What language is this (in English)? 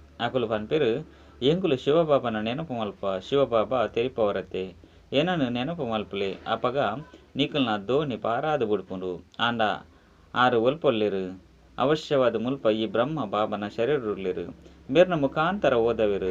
Tulu